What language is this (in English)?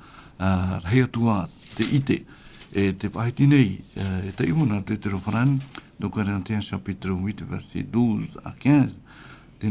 Tahitian